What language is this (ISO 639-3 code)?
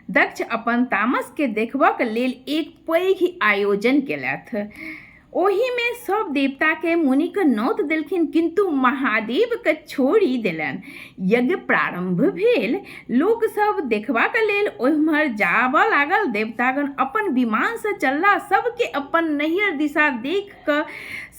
mai